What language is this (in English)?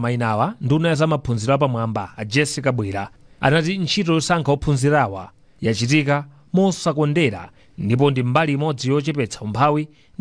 Nyanja